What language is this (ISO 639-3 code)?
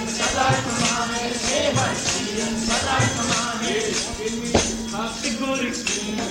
pan